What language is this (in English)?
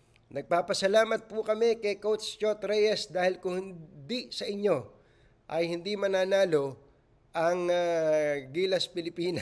Filipino